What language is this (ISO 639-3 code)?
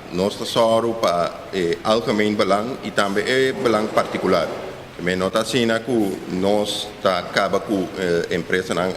pap